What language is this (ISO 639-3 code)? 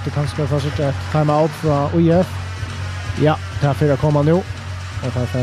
fao